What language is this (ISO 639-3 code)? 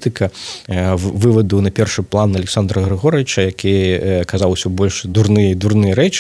bel